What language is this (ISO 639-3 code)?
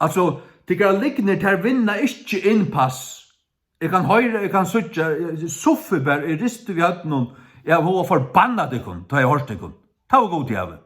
fao